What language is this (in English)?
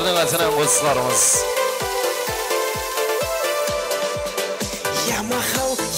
Kara-Kalpak